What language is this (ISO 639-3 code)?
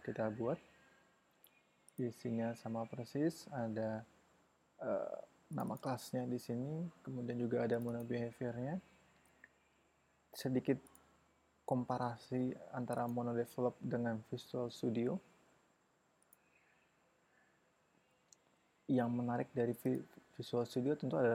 ind